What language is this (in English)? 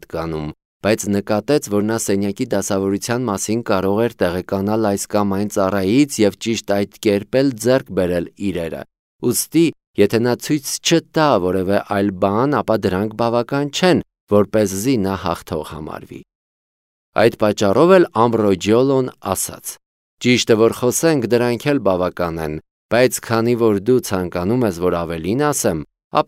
Armenian